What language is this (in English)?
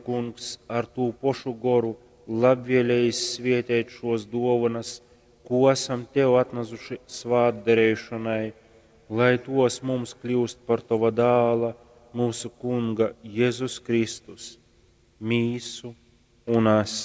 Latgalian